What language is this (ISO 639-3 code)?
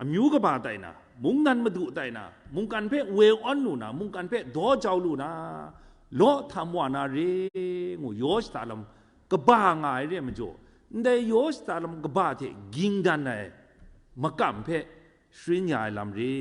kac